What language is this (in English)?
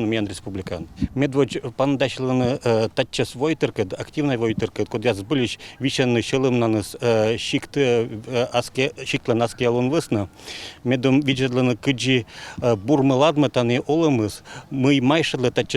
Komi